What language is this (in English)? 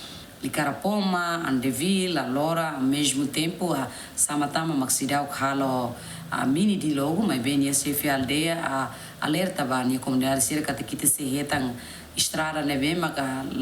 Tetum